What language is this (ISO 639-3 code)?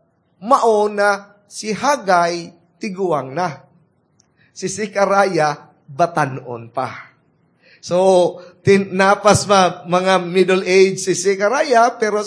ceb